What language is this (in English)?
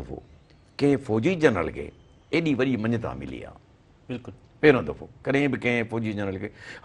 Sindhi